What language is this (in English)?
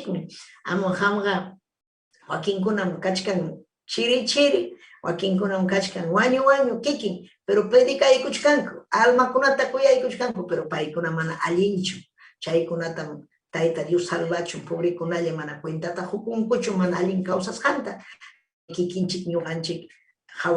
Ayacucho Quechua